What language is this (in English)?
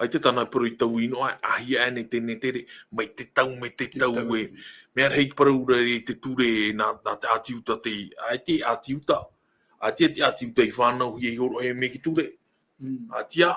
Tahitian